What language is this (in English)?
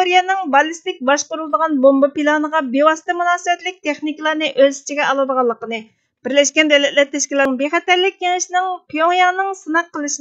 Uyghur